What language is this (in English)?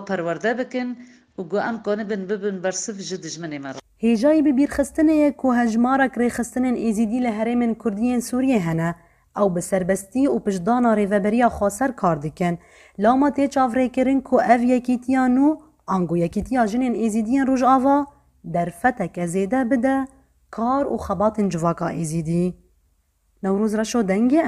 Kurdish